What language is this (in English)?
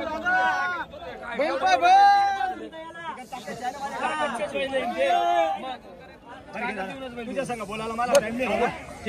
Marathi